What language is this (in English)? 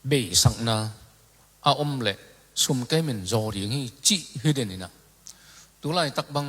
Tedim Chin